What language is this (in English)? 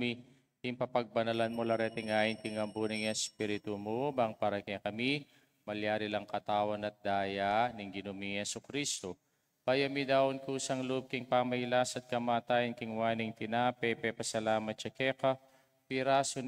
Pampanga